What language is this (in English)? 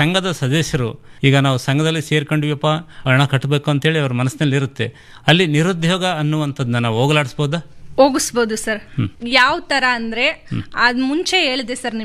Kannada